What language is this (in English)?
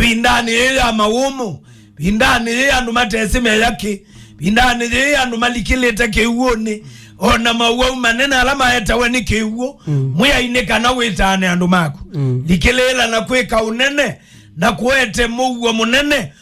Kamba